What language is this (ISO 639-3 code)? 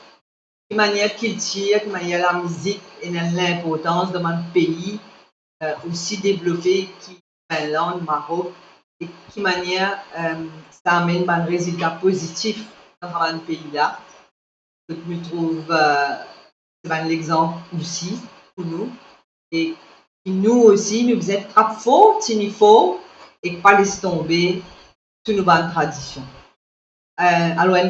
mfe